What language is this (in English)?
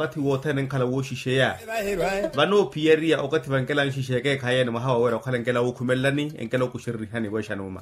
Makhuwa